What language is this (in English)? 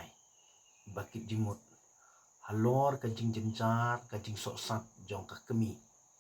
Khasi